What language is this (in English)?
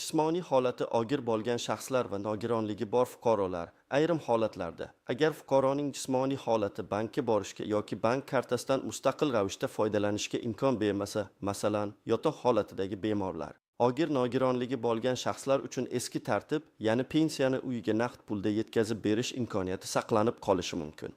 Uzbek